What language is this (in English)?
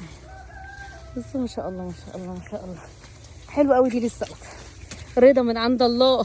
Egyptian Arabic